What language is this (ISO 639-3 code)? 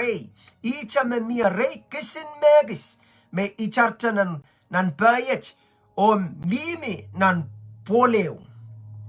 pon